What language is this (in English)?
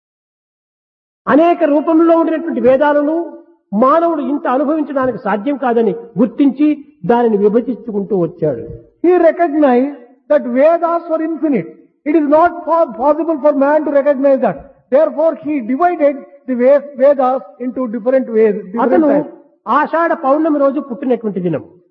Telugu